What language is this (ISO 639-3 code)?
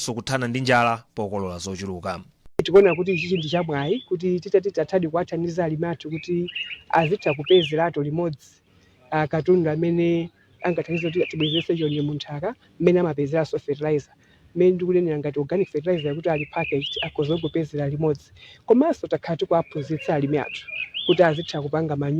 nya